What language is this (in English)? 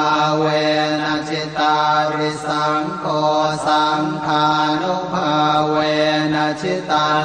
Pali